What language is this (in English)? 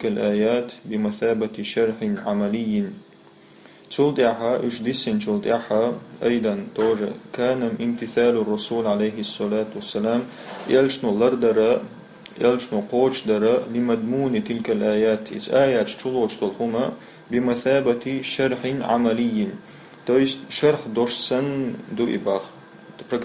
Chechen